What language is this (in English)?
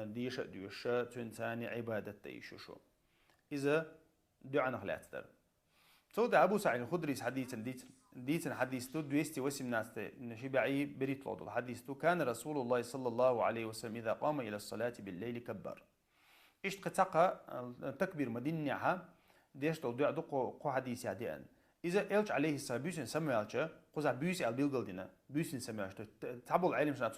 Chechen